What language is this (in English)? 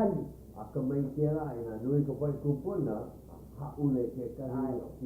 Hawaiian